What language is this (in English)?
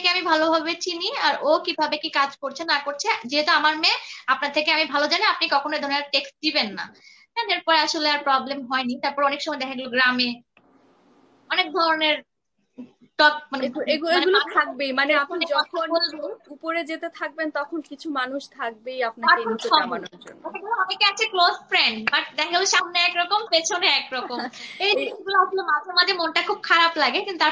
Bangla